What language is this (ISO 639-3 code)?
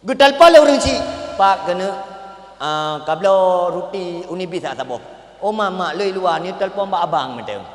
ace